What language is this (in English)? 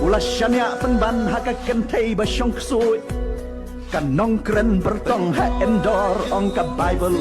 Khasi